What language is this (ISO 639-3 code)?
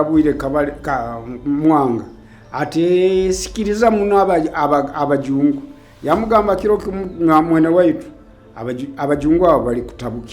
nyo